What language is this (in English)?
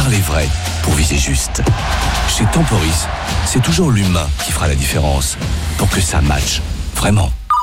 French